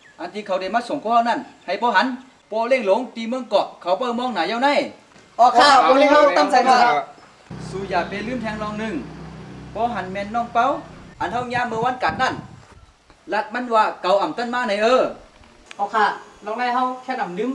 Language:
Shan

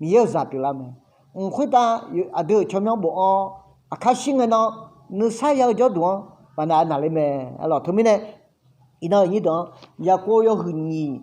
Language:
Akha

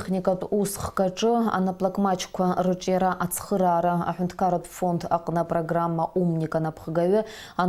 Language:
Abkhazian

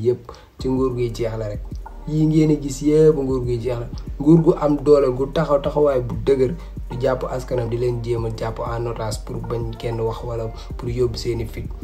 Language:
Wolof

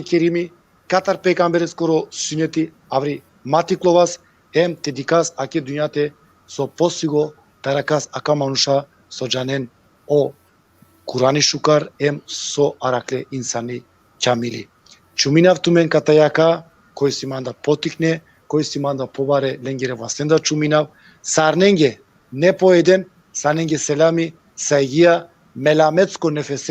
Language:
Balkan Romani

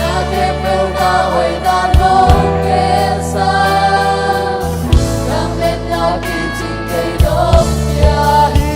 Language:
Tedim Chin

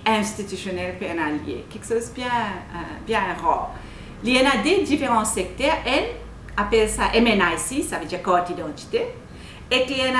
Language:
Morisyen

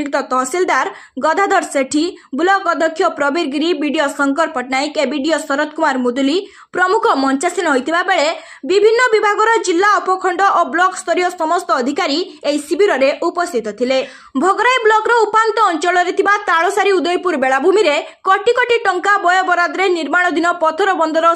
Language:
Odia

